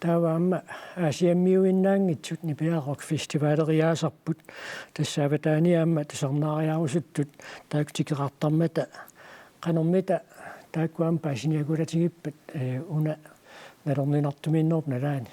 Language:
Kalaallisut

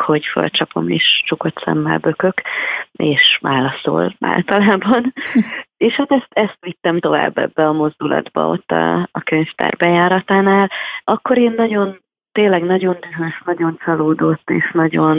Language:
Hungarian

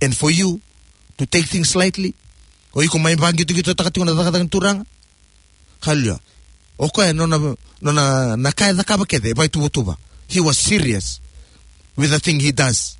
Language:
Fijian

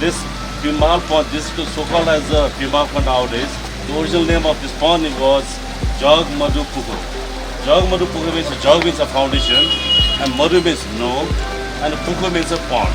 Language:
Newari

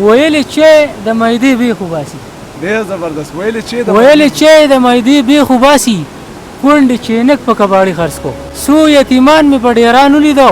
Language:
Pashto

